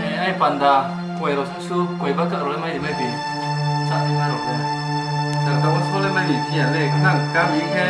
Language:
Riang (India)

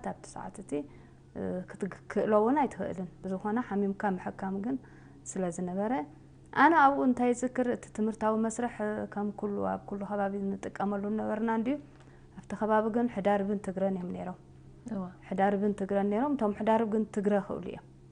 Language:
Tigrinya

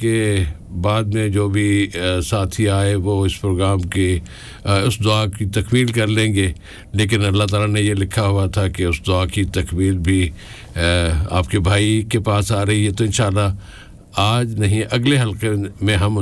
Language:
Urdu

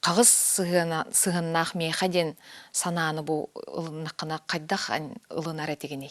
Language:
Yakut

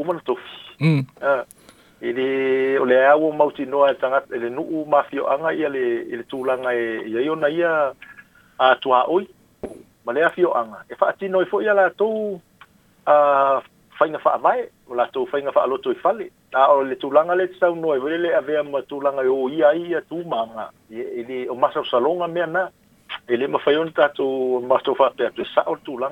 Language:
Samoan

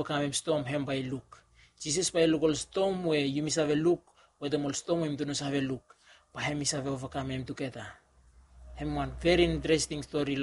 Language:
Bislama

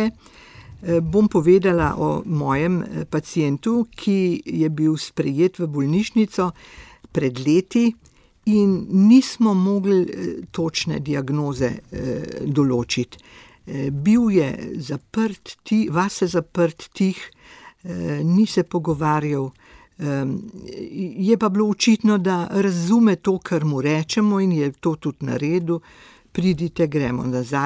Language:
Slovenian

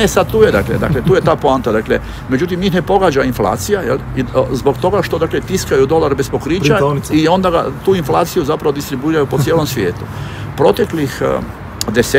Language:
Croatian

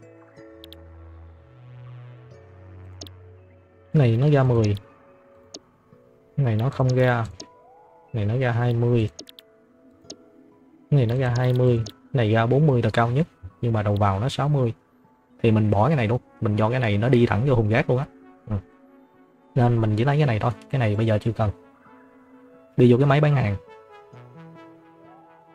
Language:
Vietnamese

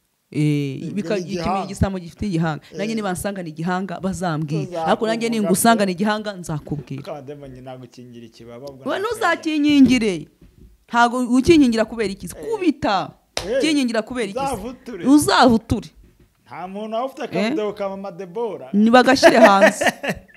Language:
Kinyarwanda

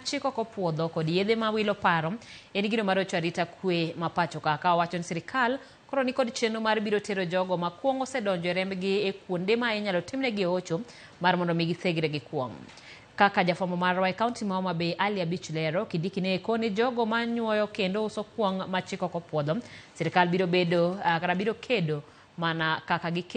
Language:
Luo (Kenya and Tanzania)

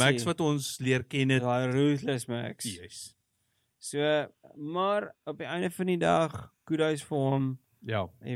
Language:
Afrikaans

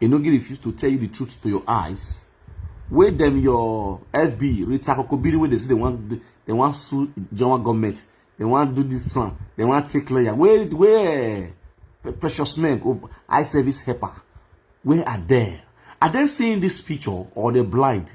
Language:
Nigerian Pidgin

